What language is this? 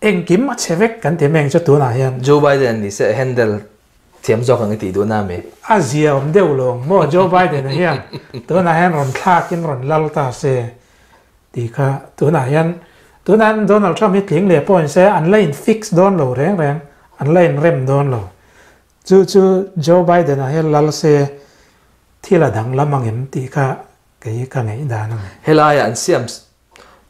Mizo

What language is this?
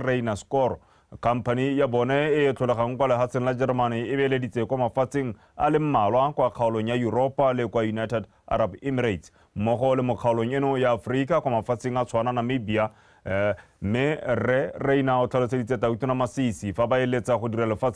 Tswana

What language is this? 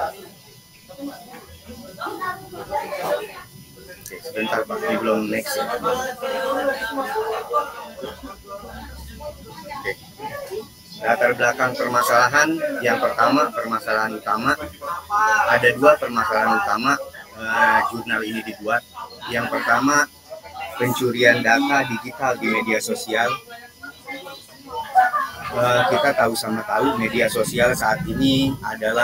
Indonesian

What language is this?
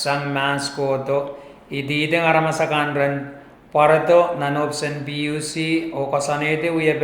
Pohnpeian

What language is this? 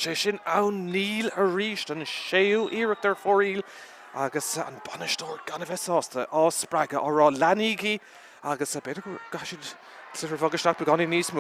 Irish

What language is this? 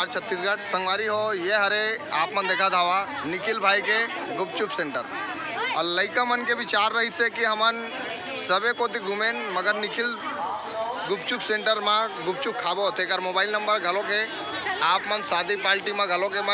Chhattisgarhi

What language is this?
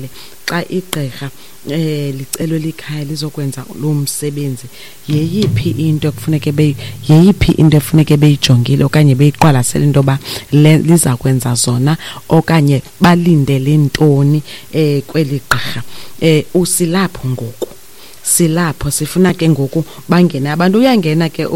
Xhosa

